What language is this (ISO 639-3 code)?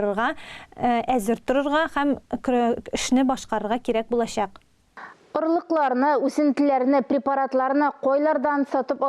tat